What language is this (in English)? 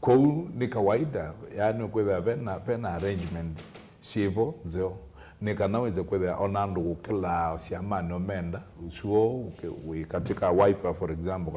Kamba